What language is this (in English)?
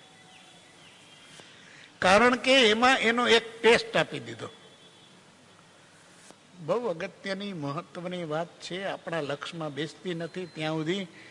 Gujarati